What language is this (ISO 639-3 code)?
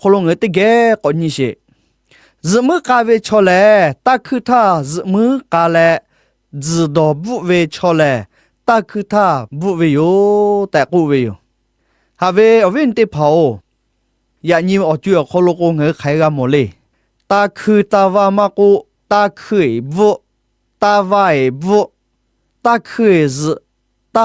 lhu